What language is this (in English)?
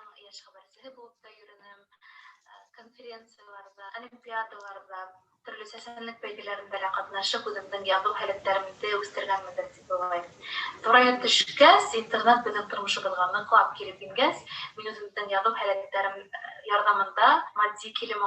Bashkir